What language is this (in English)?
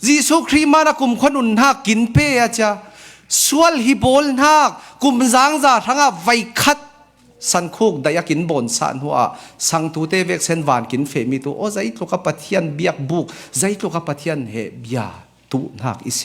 Falam Chin